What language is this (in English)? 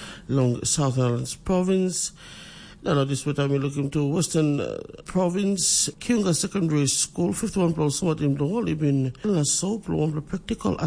Tok Pisin